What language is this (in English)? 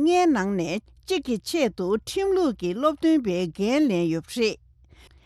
Tibetan